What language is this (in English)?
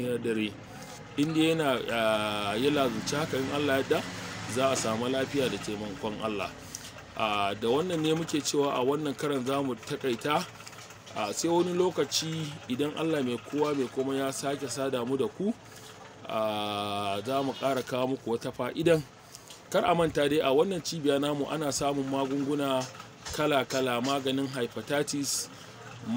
Hausa